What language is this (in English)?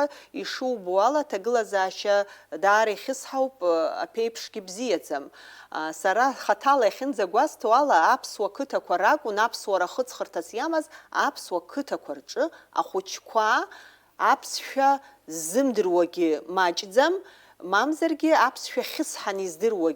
Abkhazian